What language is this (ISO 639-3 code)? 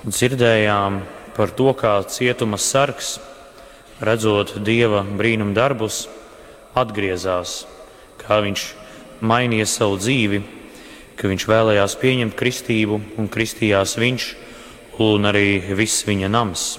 lav